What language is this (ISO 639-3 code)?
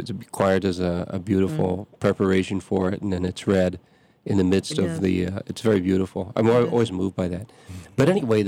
eng